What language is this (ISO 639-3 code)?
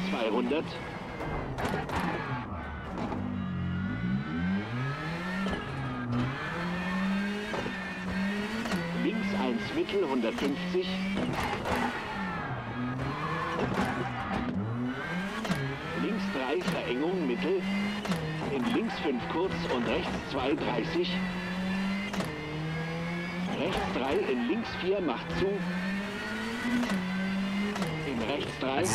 deu